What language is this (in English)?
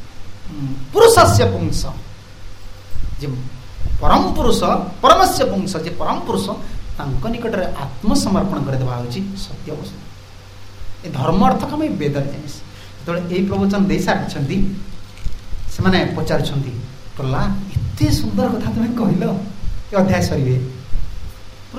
Odia